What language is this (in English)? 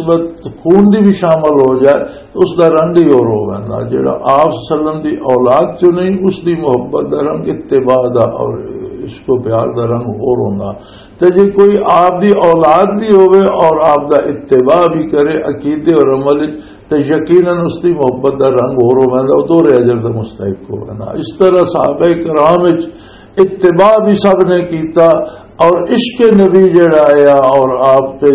Western Panjabi